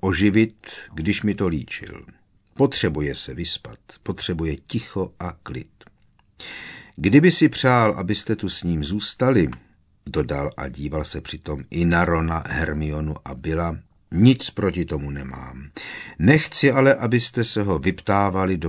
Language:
Czech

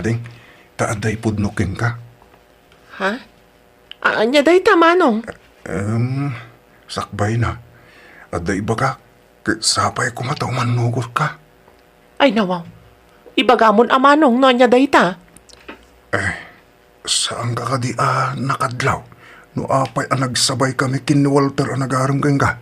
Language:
Iloko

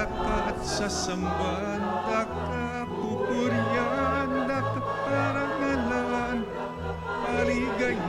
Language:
Pampanga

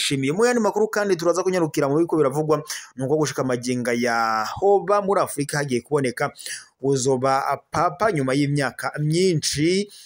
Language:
Rundi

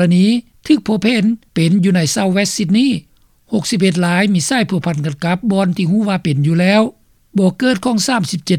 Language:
Lao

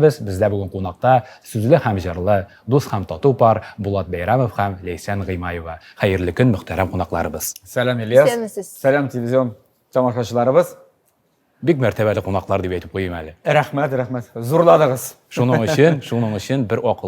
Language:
Tatar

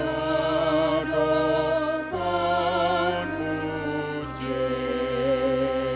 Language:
Batak Toba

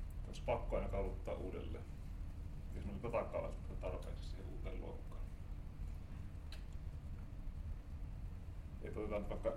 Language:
Finnish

